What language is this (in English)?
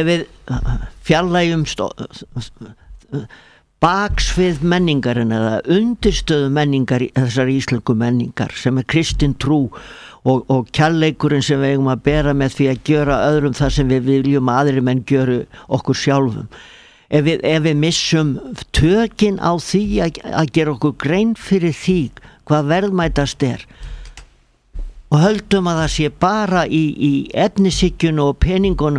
Icelandic